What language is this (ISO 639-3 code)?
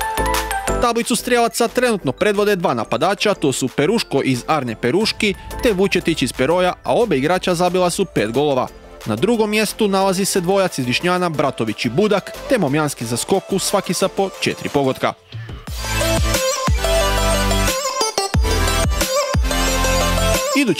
hrv